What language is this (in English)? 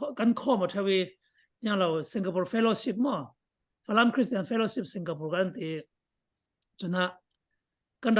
Falam Chin